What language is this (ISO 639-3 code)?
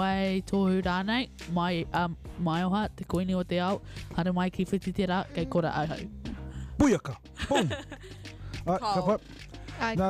mri